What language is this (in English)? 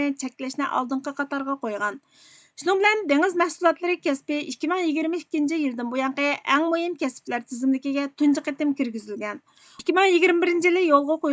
Uyghur